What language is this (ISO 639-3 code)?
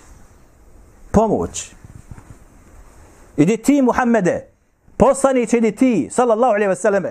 bos